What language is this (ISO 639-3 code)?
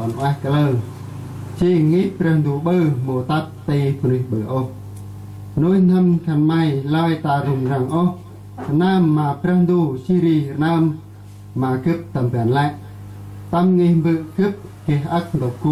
cmo